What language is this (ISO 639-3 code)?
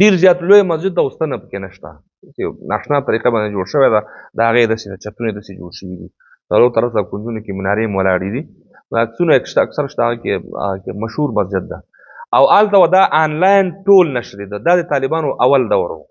pus